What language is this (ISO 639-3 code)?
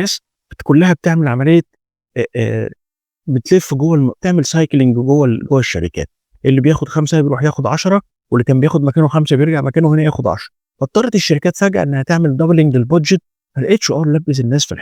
arz